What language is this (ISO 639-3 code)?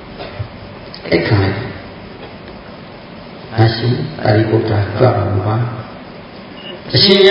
mya